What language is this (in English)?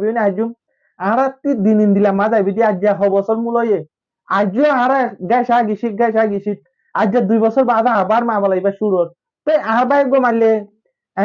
Rohingya